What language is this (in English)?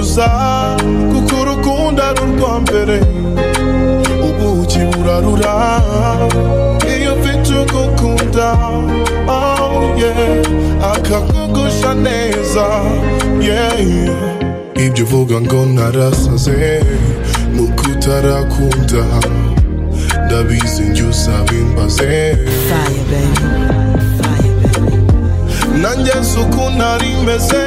Kinyarwanda